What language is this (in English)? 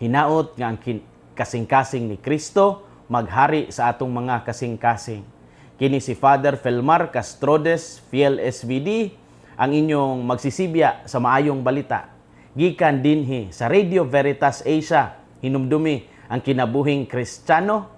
Cebuano